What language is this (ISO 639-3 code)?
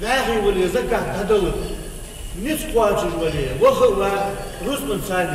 inh